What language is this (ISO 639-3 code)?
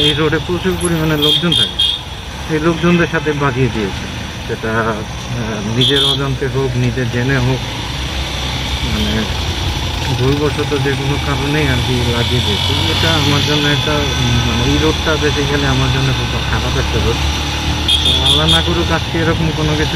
ben